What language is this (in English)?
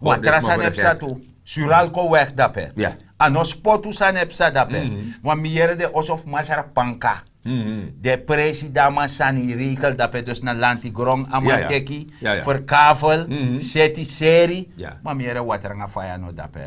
Sranan Tongo